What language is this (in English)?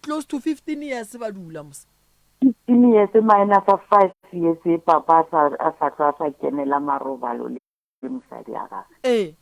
Northern Sotho